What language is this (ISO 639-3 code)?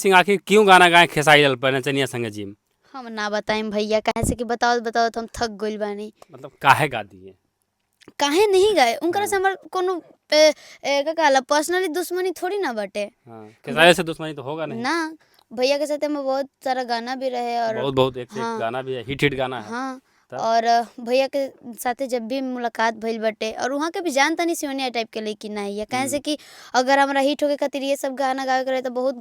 bho